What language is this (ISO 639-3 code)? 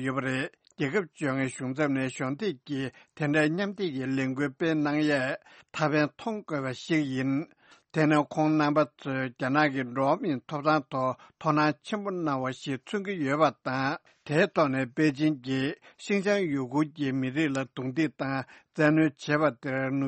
bod